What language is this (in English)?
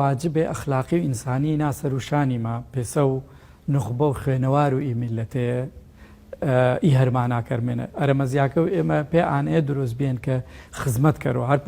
Gurani